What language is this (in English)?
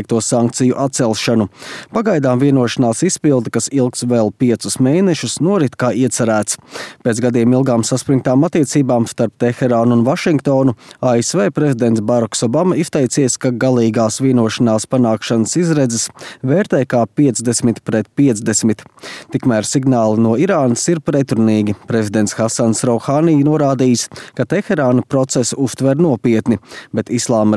Latvian